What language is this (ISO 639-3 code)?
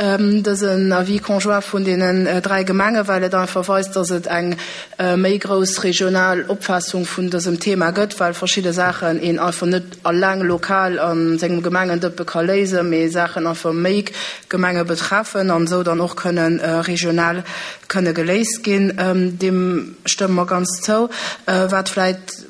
ltz